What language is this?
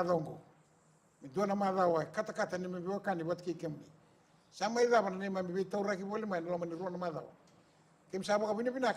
Fijian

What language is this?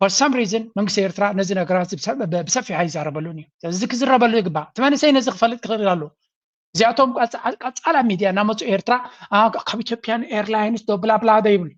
Tigrinya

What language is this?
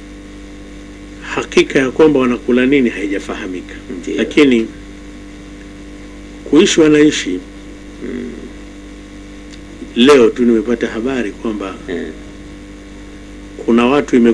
Swahili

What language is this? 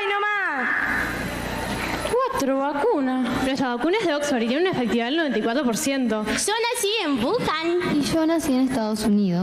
Spanish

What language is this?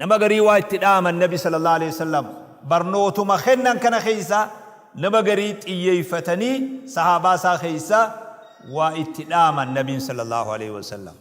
Oromo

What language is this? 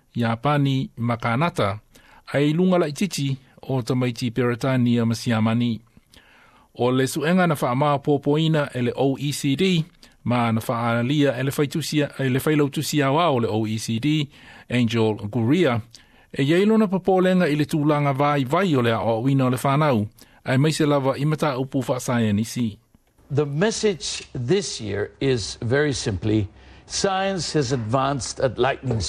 Samoan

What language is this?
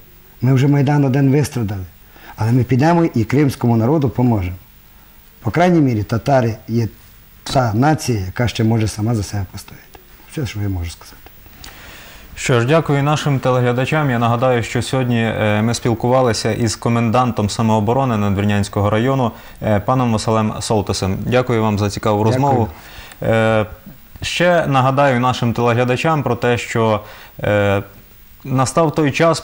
Ukrainian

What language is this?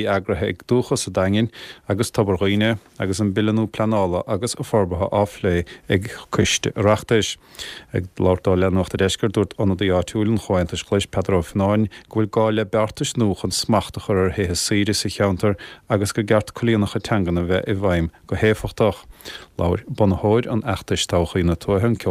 Irish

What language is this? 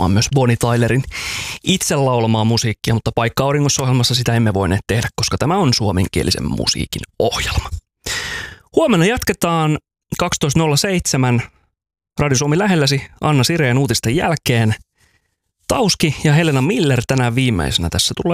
Finnish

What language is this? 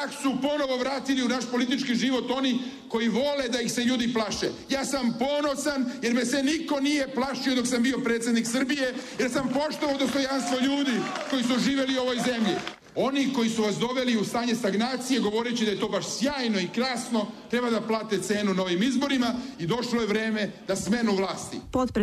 Serbian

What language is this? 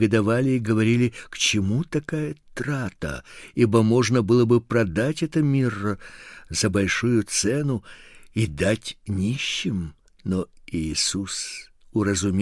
Russian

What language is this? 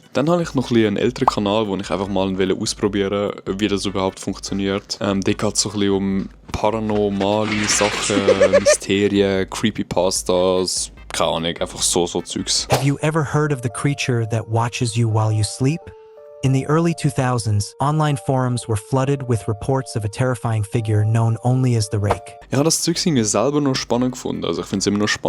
Swiss German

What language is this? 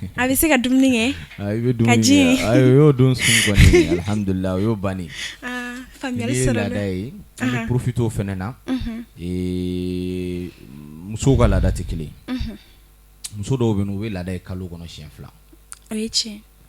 Bambara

